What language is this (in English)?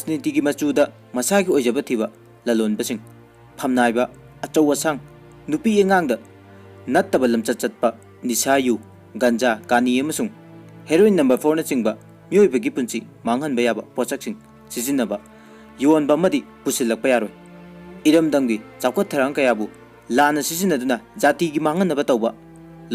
Manipuri